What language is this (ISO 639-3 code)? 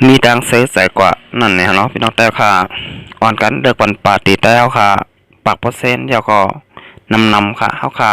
shn